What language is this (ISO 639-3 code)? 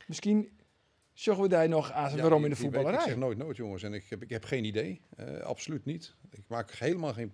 fry